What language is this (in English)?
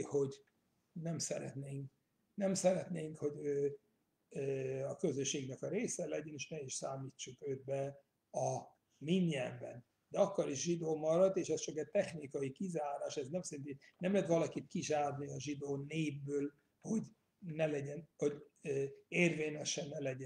Hungarian